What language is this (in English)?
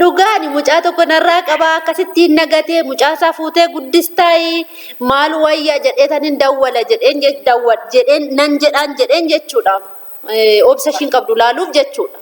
Oromo